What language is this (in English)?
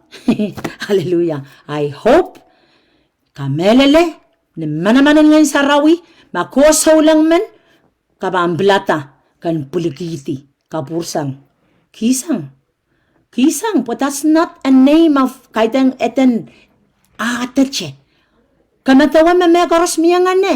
Pohnpeian